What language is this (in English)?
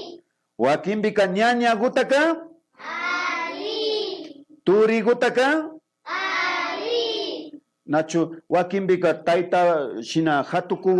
Imbabura Highland Quichua